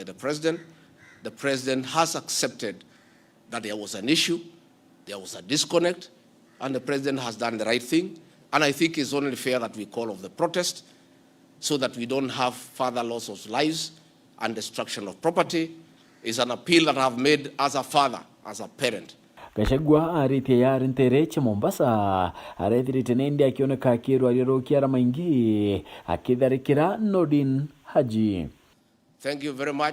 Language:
Meru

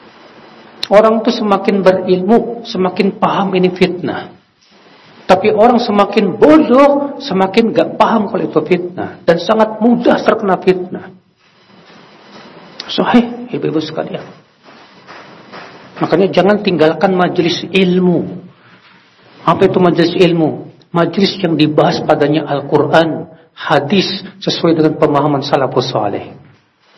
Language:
Indonesian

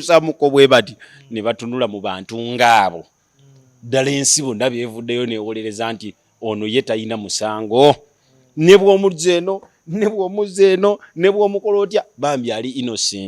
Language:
Ganda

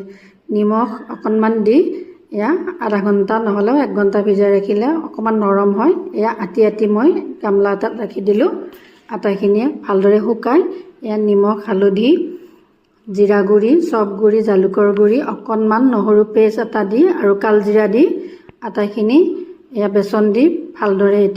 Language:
Assamese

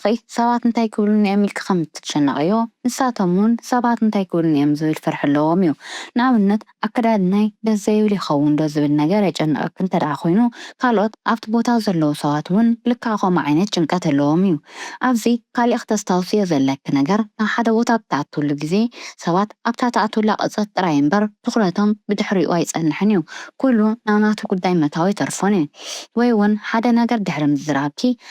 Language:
Tigrinya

